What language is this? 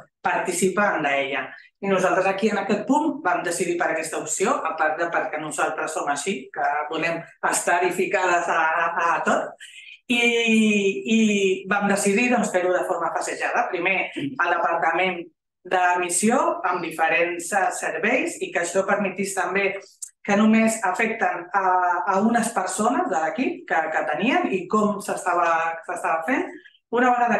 Catalan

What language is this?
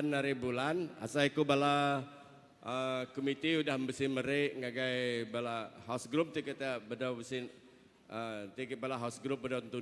Iban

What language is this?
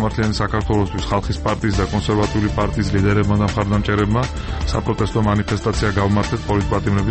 Georgian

